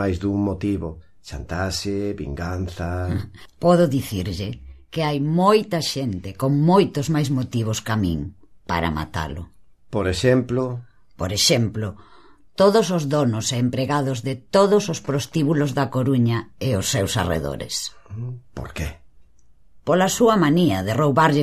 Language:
Galician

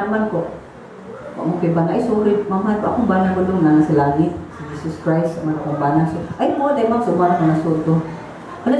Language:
Cebuano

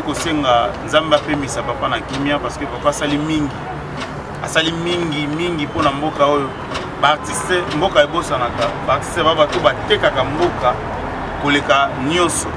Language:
Lingala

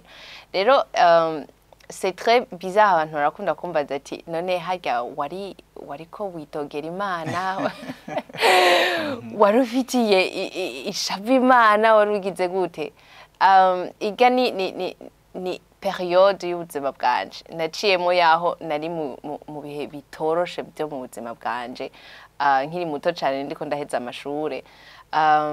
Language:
Rundi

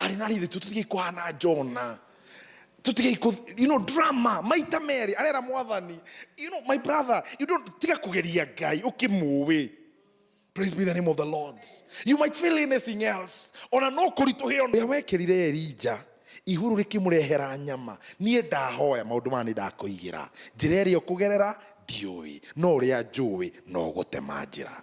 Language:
Kikuyu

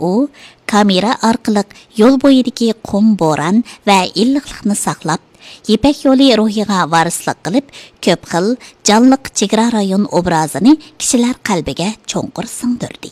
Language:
Uyghur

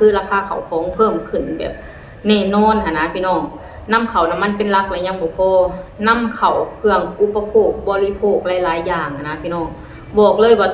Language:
Lao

